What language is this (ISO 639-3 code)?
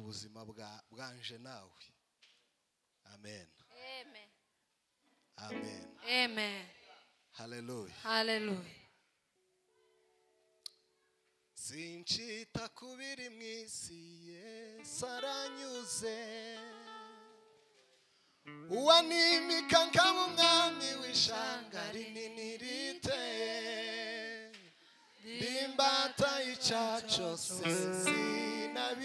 kin